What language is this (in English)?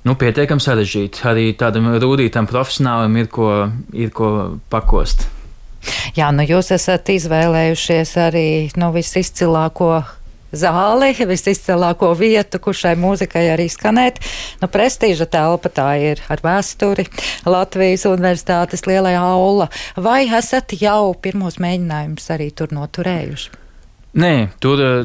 Latvian